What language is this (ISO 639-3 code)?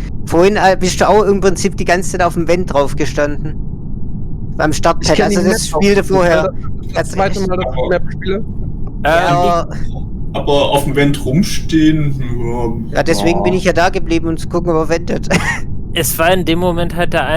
gsw